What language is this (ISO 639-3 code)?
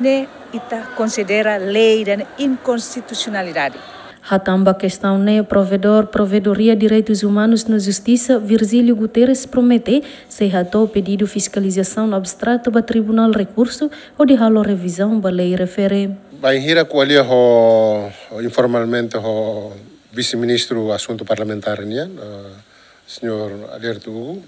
tet